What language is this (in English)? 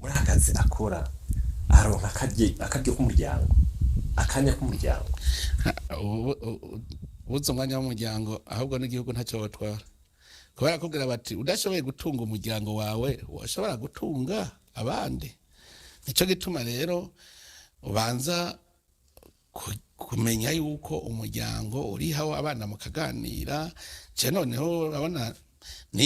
Rundi